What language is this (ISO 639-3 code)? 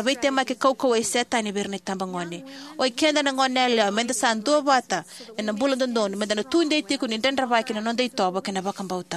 fij